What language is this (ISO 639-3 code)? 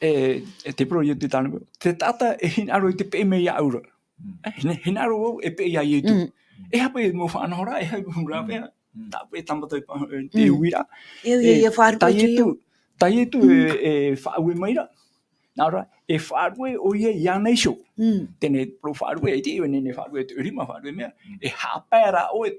tah